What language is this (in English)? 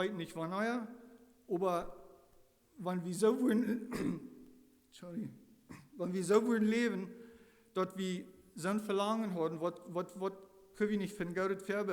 Plautdietsch